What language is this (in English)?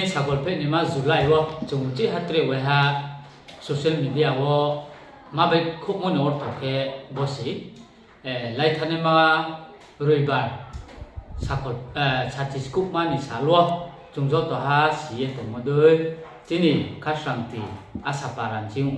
Riang (India)